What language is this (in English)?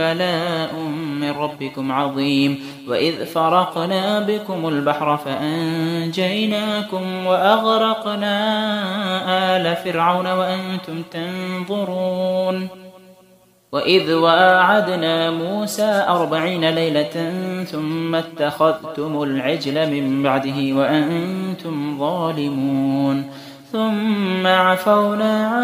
Arabic